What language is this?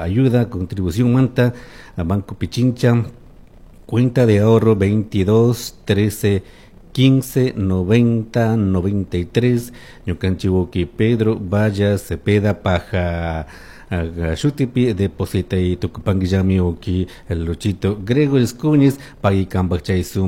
Chimborazo Highland Quichua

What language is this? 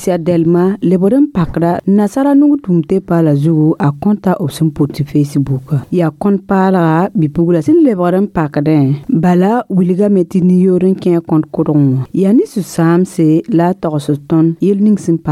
Mossi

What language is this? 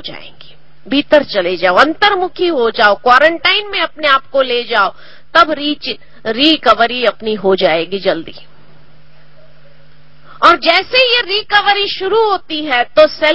Hindi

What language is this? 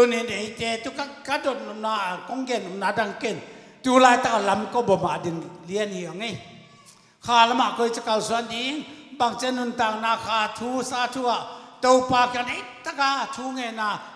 Tedim Chin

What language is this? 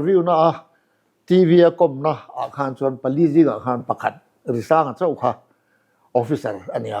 Mizo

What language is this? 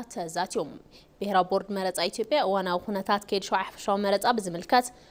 Tigrinya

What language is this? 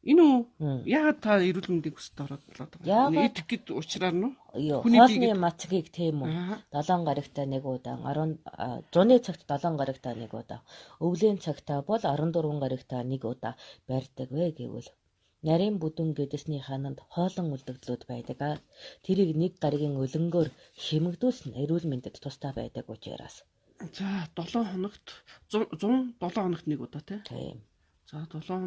Mongolian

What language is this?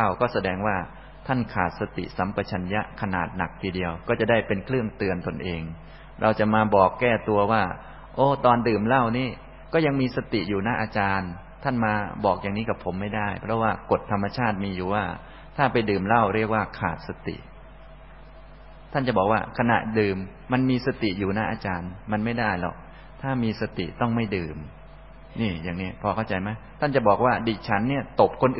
Thai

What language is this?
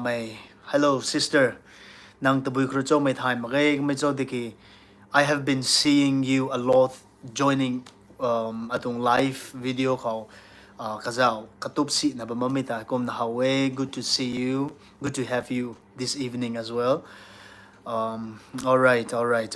Rongmei Naga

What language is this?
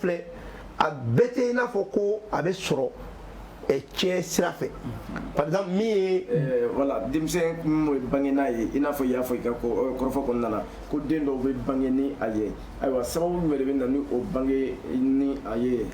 Bambara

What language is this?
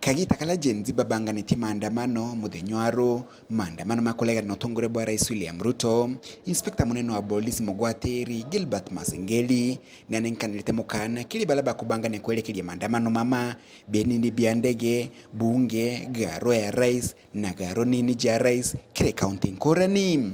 Meru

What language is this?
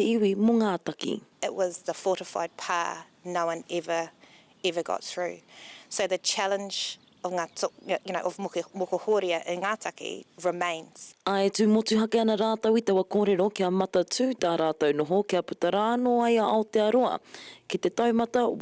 Māori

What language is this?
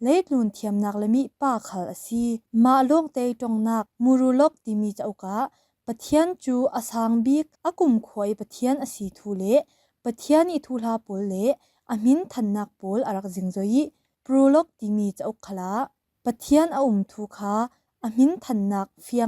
Falam Chin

